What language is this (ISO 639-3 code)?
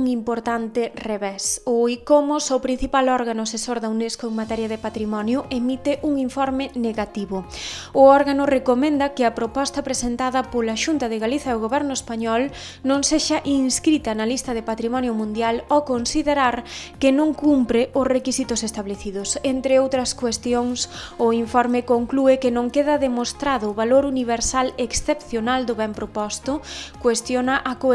glg